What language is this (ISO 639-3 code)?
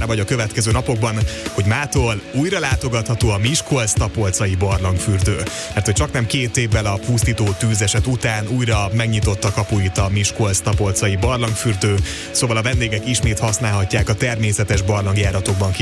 hun